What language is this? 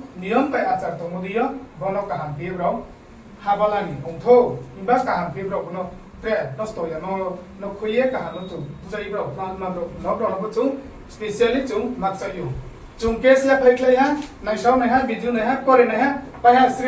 Riang (India)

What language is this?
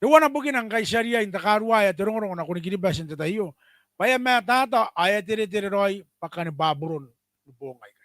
Gilbertese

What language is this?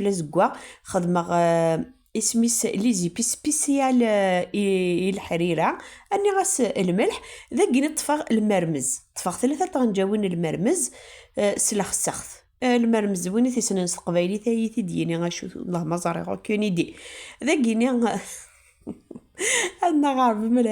Kabyle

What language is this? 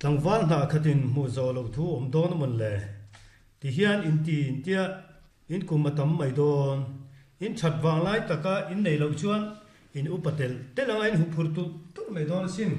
Mizo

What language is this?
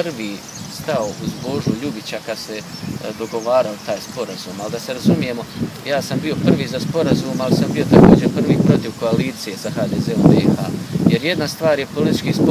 Croatian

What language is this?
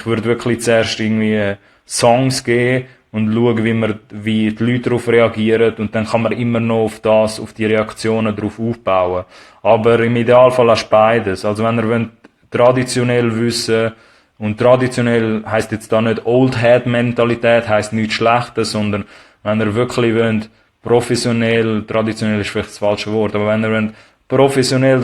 Swiss German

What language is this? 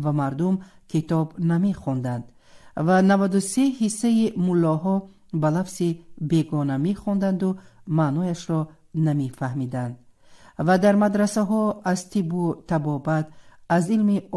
Tajik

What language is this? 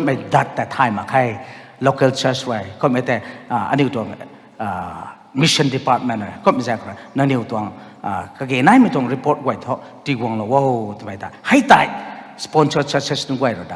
Rongmei Naga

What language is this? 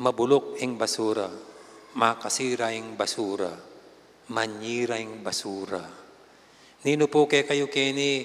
Pampanga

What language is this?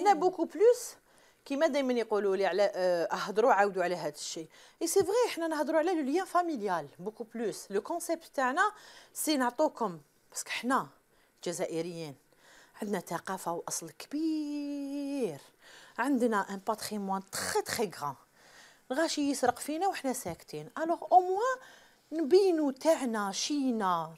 Algerian Arabic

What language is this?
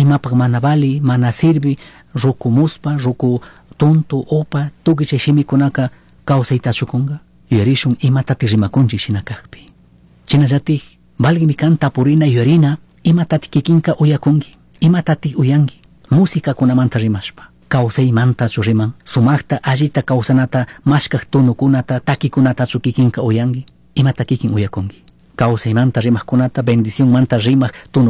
Chimborazo Highland Quichua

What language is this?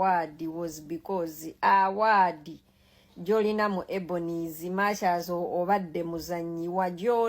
Ganda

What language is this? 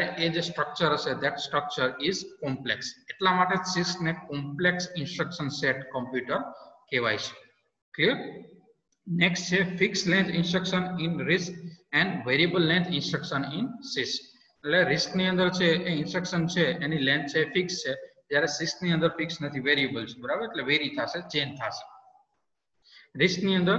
Gujarati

